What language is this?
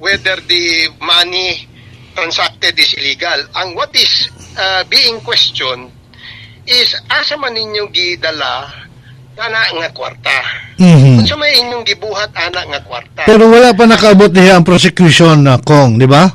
Cebuano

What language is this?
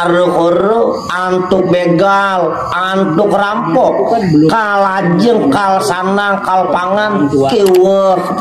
Balinese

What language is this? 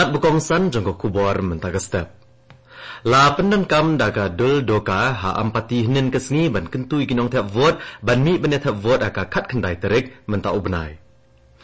Khasi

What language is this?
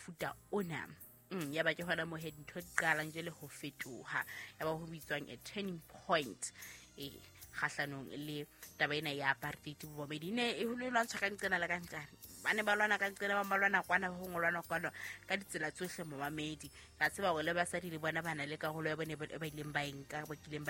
Southern Sotho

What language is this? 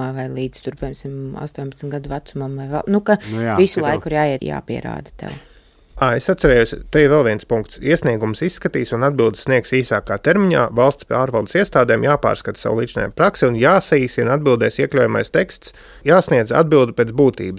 Latvian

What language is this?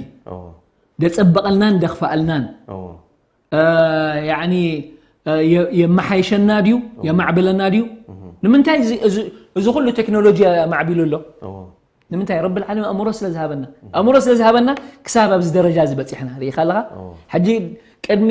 Tigrinya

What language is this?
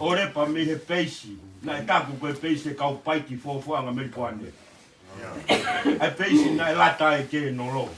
Tongan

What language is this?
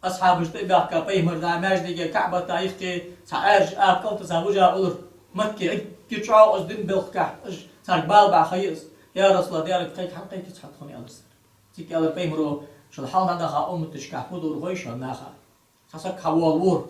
Ingush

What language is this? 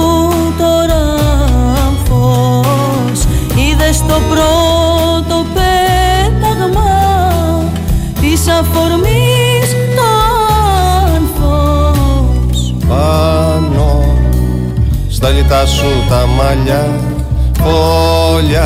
Greek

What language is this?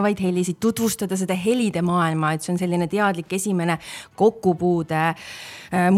Estonian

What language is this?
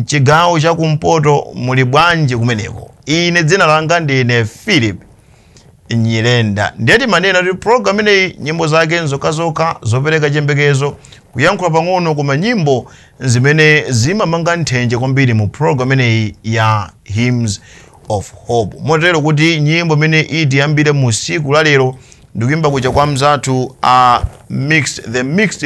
Nyanja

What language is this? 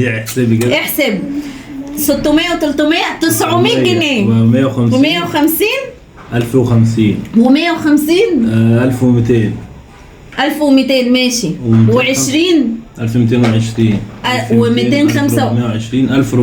Egyptian Arabic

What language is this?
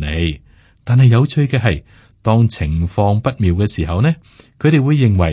Cantonese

